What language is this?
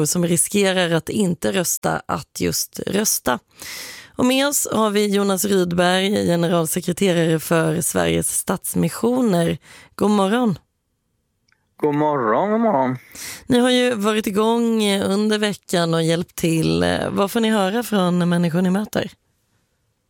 Swedish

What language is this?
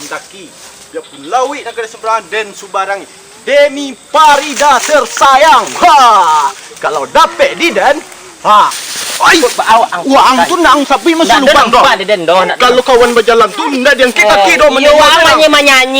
Minangkabau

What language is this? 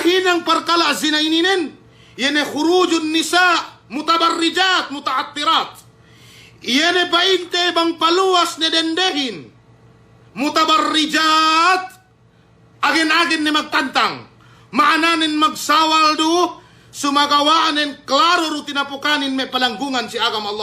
Yakan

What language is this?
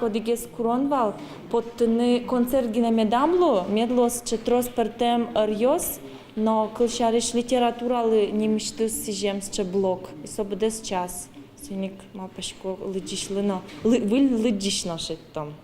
Udmurt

